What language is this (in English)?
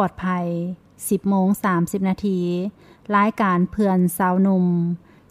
Lao